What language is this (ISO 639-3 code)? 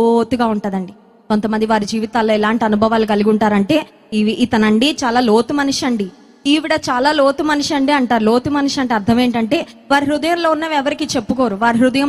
tel